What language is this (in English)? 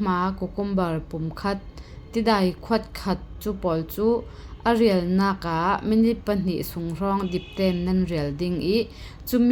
Falam Chin